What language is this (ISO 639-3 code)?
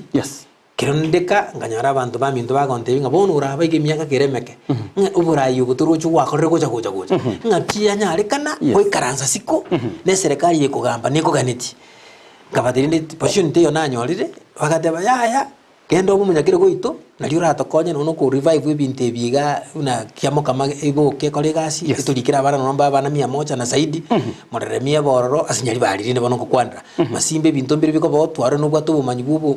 guz